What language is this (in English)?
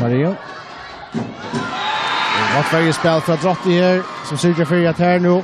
Faroese